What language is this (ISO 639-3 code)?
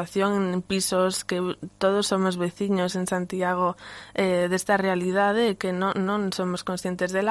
glg